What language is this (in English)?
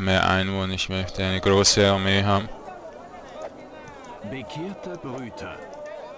German